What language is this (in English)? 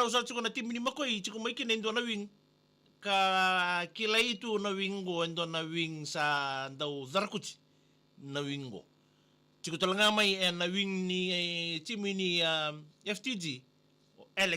Fijian